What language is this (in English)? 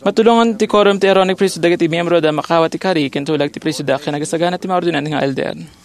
Iloko